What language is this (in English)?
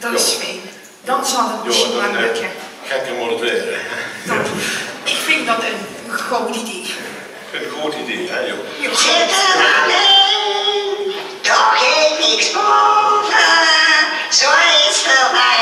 Limburgish